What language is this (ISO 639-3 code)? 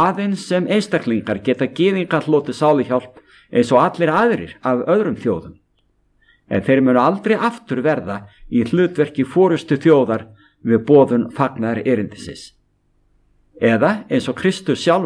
isl